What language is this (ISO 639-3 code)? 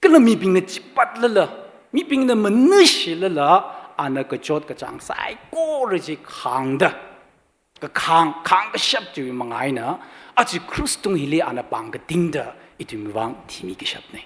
nmf